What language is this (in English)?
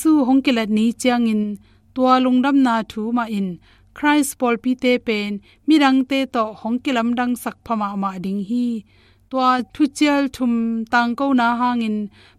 Tedim Chin